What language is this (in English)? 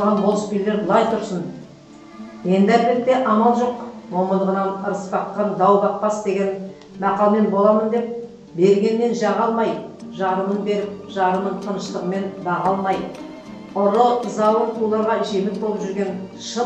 Kazakh